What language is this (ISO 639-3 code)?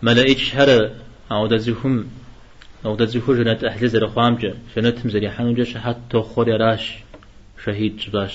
kbd